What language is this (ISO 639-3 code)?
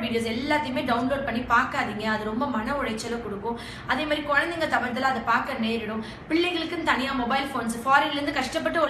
tam